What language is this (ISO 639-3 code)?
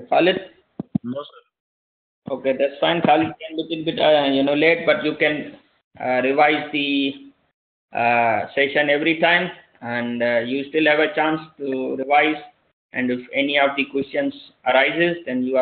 eng